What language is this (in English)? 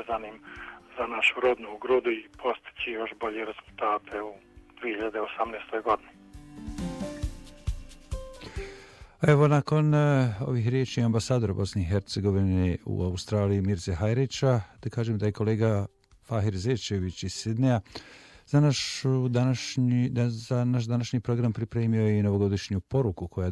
Bosnian